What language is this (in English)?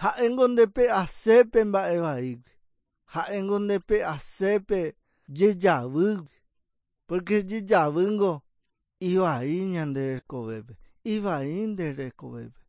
Guarani